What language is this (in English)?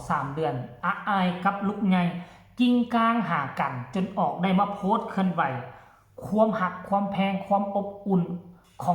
Northeastern Thai